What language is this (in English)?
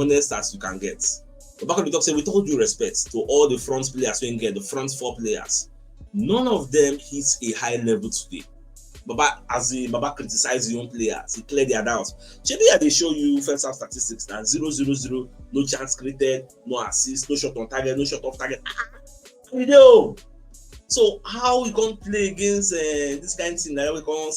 Nigerian Pidgin